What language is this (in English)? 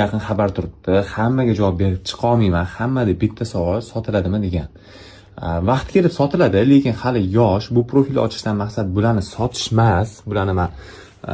Uzbek